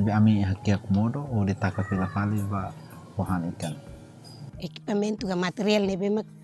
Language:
Tetum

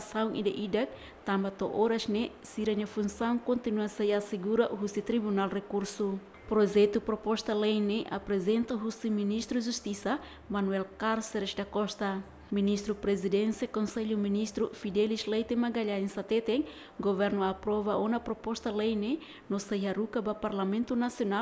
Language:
Tetum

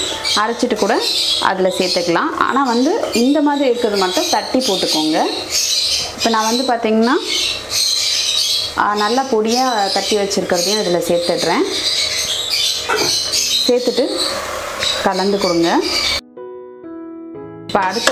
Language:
Tamil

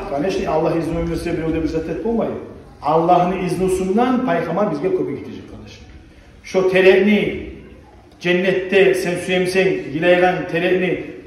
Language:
Kumyk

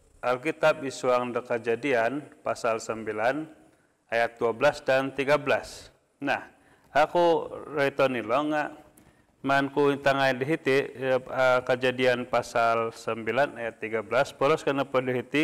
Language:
Central Dusun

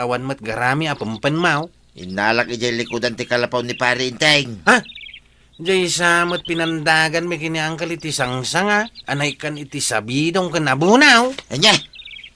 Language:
Iloko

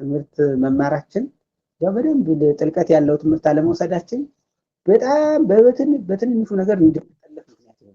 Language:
Amharic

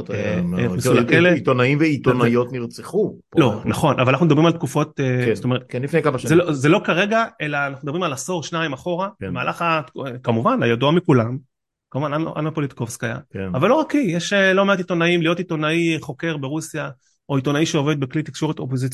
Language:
Hebrew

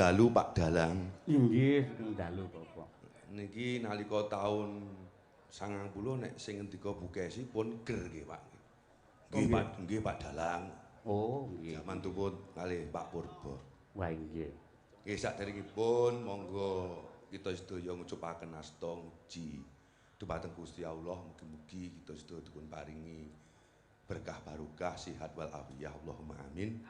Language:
Javanese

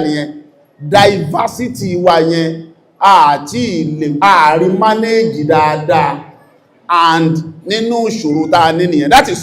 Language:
Yoruba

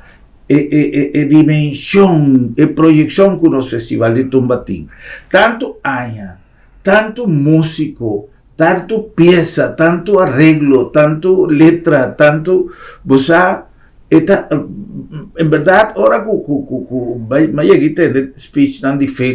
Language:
Papiamento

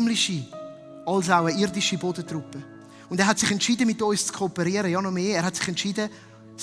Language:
Swiss German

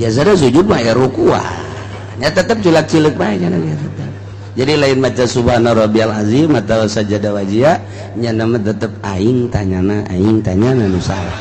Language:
Sundanese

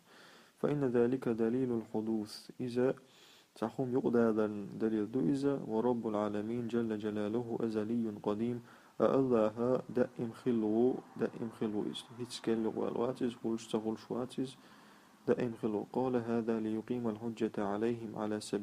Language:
Chechen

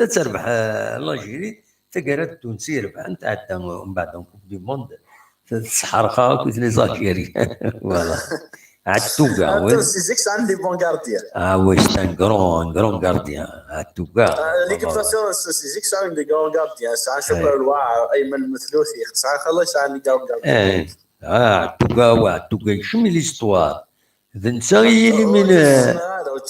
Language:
Kabyle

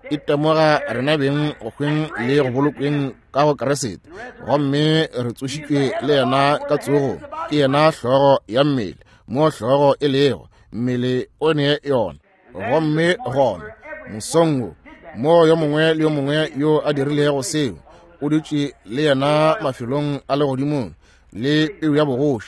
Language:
Northern Sotho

